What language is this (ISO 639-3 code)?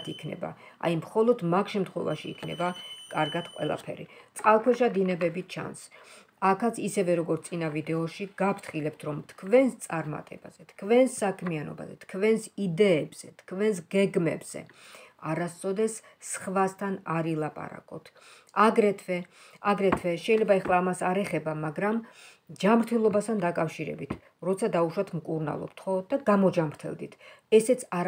kat